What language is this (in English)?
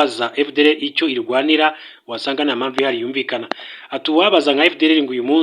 Kinyarwanda